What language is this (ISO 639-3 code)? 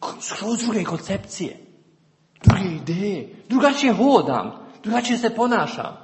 srp